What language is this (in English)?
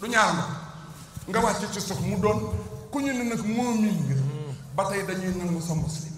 Wolof